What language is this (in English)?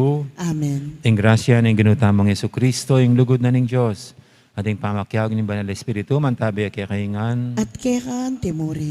Pampanga